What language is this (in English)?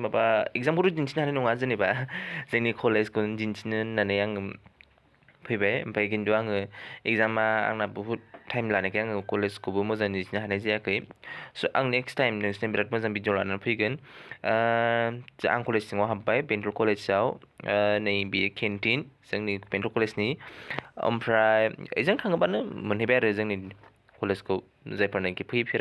Bodo